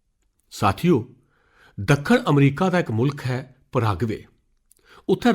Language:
Dogri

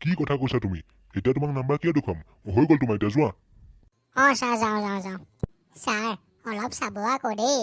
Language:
Assamese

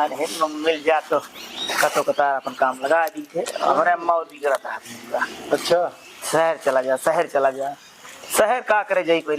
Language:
Awadhi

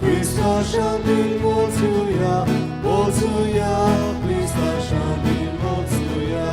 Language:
Konkani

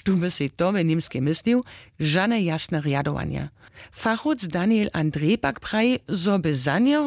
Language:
Upper Sorbian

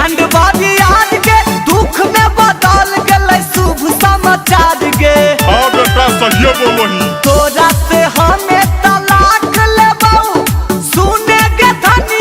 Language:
Magahi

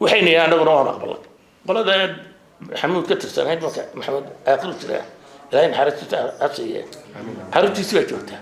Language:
Somali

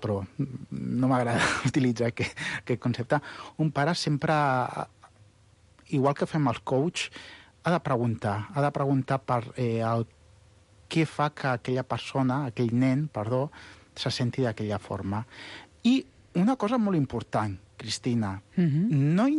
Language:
Catalan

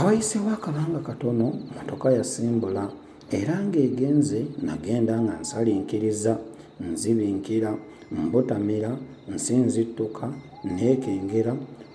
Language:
Ganda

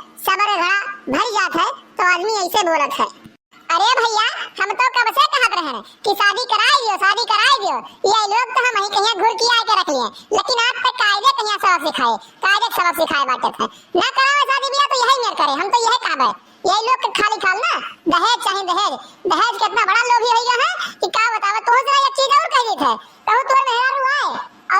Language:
Awadhi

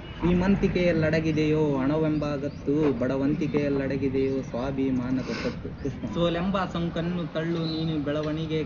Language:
Kannada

